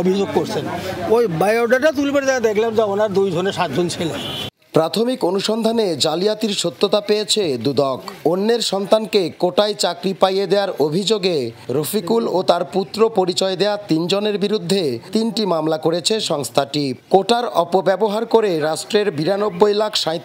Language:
Bangla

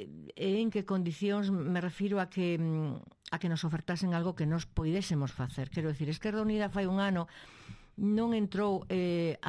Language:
Galician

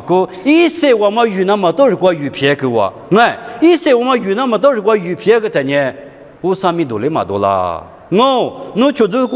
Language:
Lisu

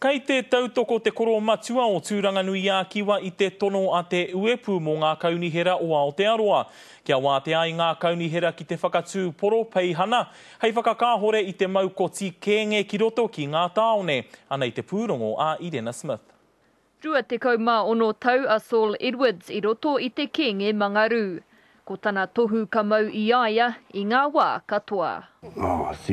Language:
Māori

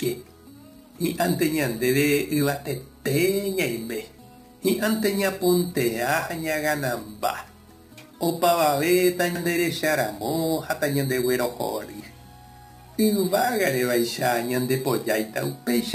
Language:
Guarani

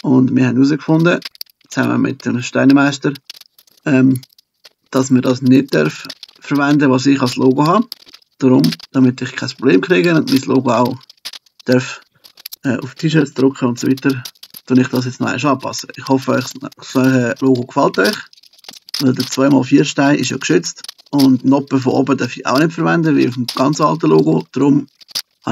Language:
Swiss German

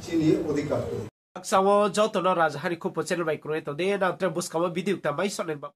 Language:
Riang (India)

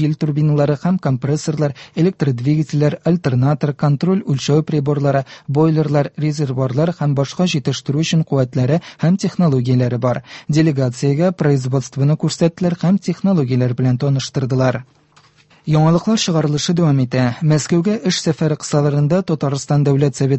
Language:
Tatar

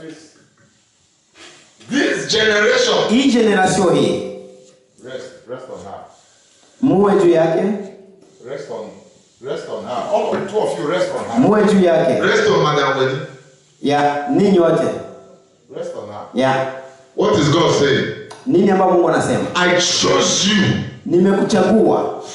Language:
Swahili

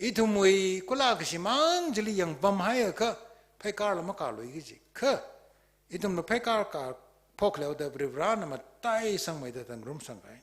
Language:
Tangkhul Naga (India)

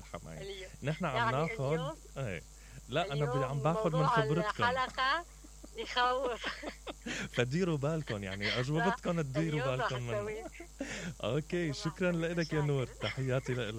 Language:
Mesopotamian Arabic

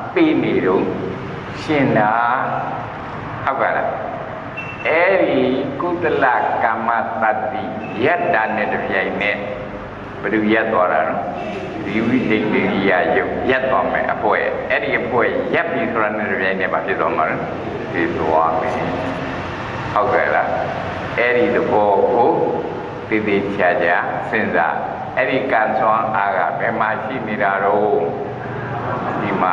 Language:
Burmese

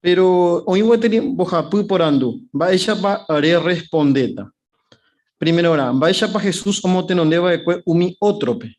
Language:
Guarani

